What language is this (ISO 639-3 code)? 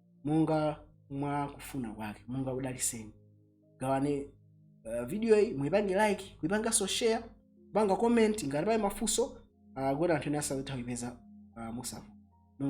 nya